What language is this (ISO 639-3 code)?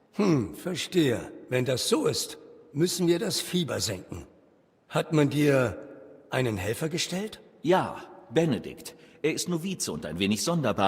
bar